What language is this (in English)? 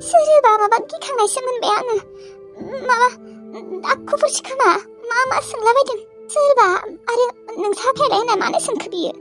Bodo